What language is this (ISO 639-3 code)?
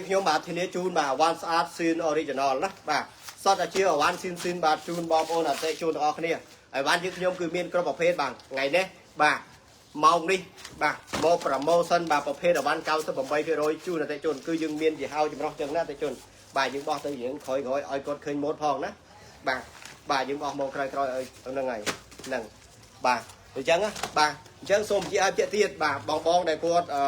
khm